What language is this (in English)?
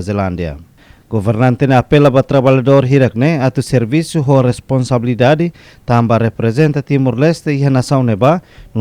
Tetum